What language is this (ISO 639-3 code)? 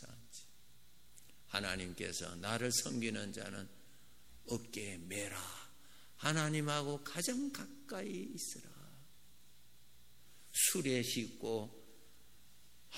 kor